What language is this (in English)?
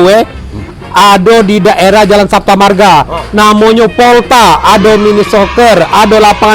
Musi